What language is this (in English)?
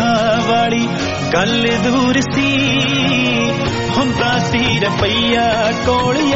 Punjabi